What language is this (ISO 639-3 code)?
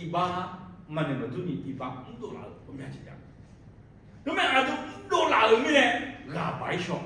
ahk